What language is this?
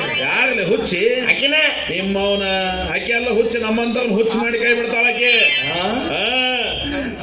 Kannada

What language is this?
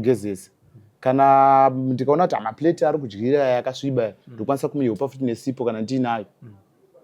Shona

